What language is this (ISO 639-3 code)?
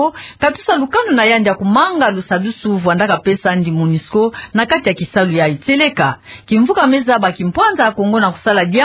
ktu